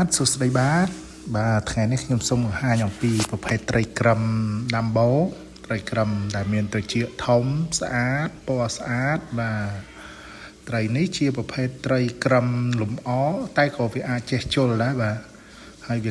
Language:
Khmer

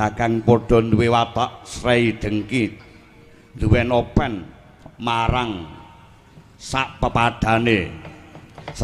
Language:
Javanese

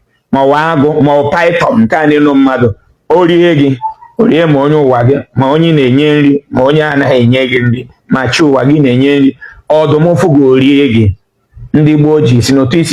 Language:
Igbo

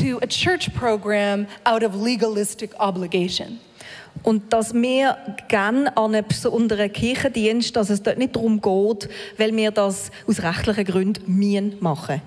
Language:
Swiss German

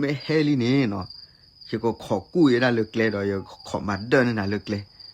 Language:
S'gaw Karen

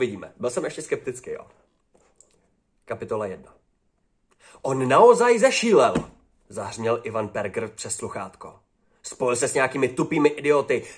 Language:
Czech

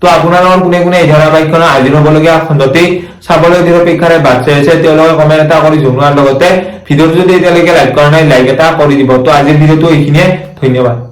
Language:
Assamese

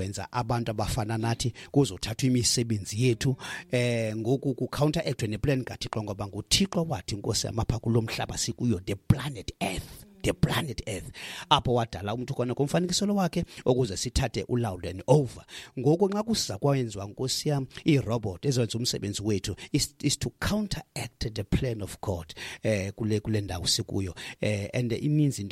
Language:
Xhosa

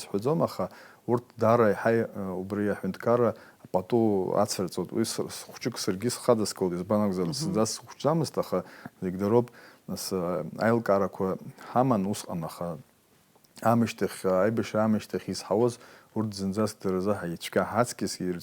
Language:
Abkhazian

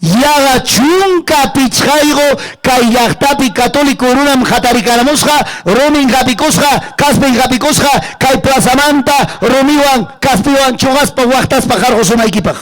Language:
Ayacucho Quechua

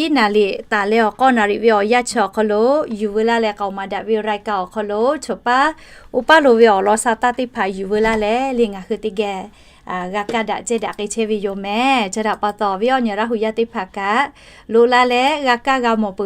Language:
Lahu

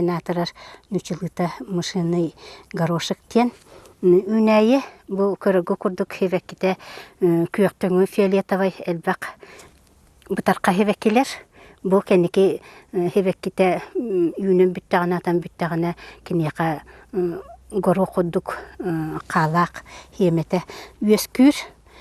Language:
Yakut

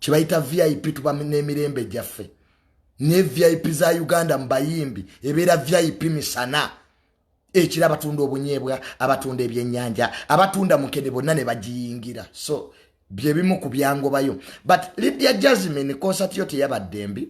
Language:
Ganda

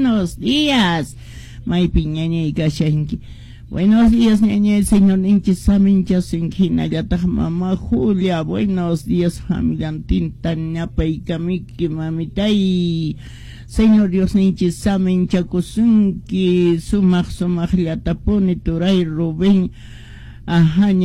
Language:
Quechua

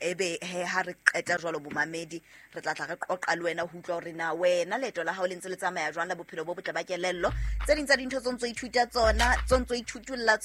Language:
Southern Sotho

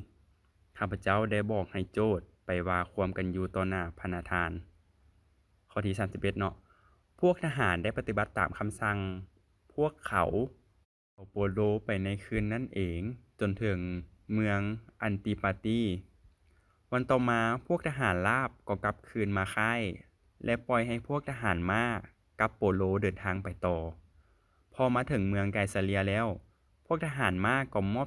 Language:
Lao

